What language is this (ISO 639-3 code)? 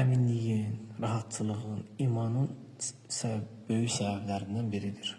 aze